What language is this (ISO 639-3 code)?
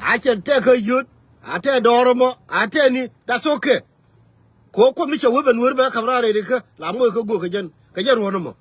nus